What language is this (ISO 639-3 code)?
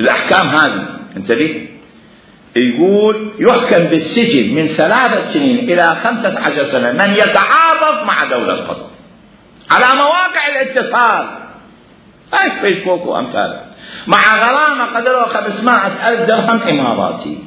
acm